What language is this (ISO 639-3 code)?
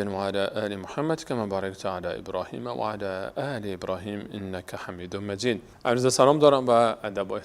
fas